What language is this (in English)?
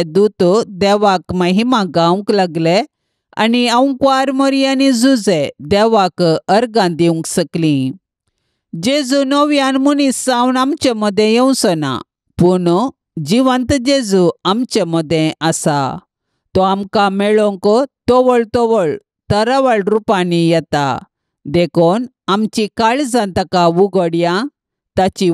Konkani